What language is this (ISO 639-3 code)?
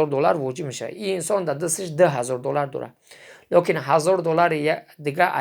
tgk